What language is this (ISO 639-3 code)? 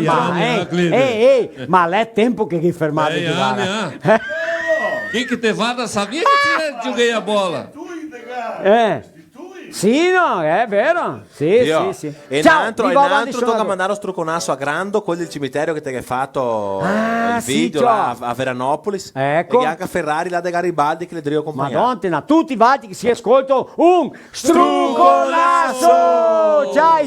vec